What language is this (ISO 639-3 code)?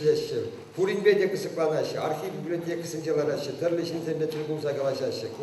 chv